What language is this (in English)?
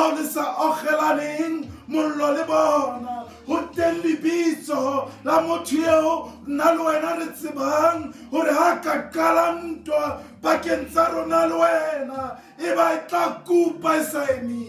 Southern Sotho